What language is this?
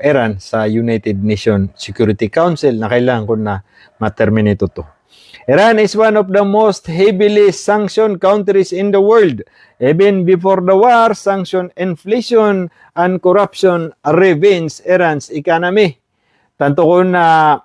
Maranao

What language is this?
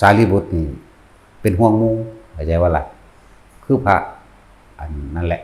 Northeastern Thai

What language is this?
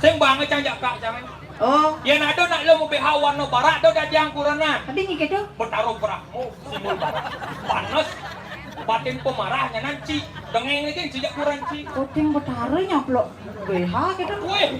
Balinese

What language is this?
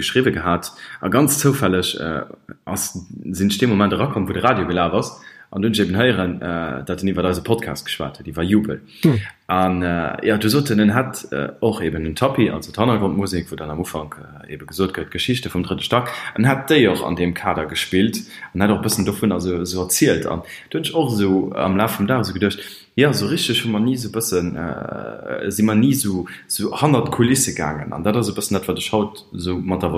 Luxembourgish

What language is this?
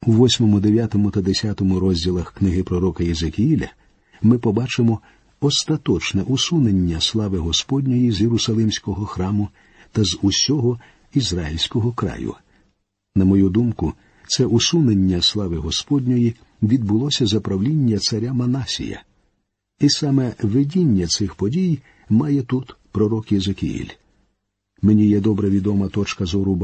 Ukrainian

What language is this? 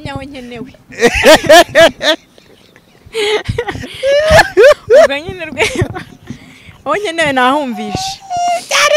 Kinyarwanda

